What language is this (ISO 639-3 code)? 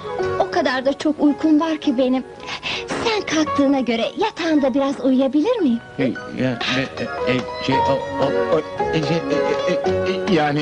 tur